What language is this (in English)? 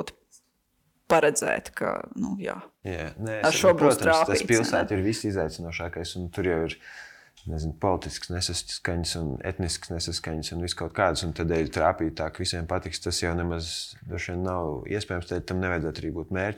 Latvian